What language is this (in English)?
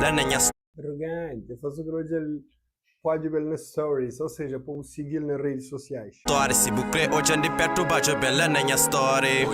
Kabuverdianu